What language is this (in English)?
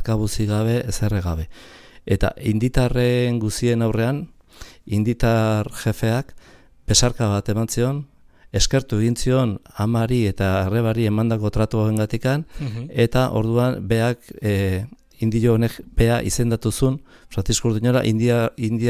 Basque